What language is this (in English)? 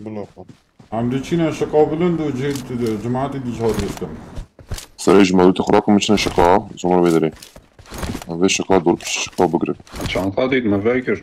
Kurdish